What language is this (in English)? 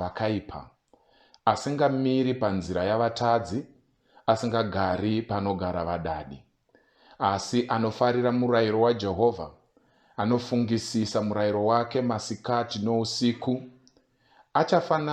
Shona